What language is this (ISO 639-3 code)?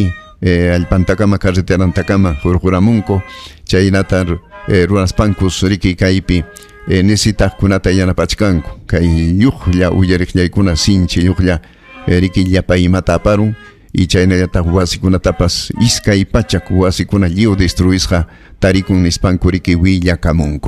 quy